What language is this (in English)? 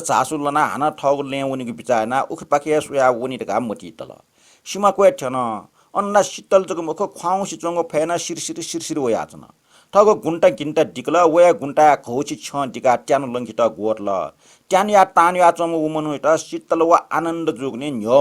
Newari